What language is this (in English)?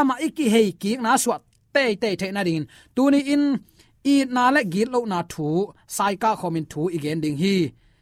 Tedim Chin